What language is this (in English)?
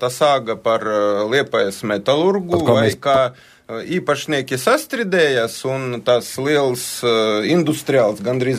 Latvian